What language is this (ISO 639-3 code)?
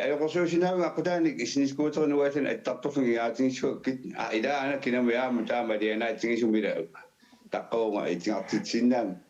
kal